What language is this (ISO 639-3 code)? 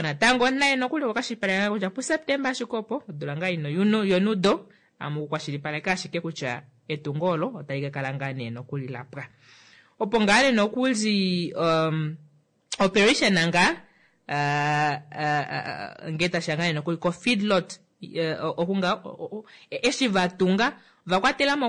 kua